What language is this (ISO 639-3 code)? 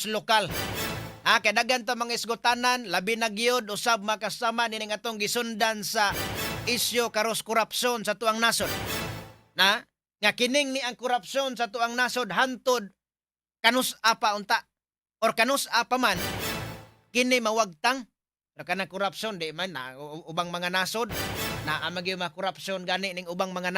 ceb